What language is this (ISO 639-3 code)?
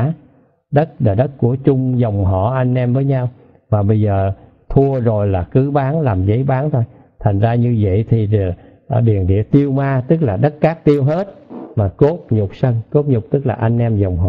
vie